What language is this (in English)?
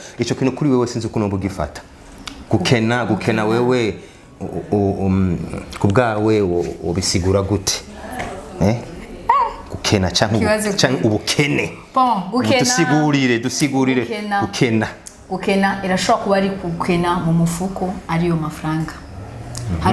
Rundi